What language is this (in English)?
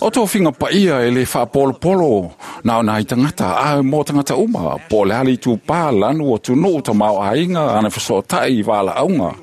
Samoan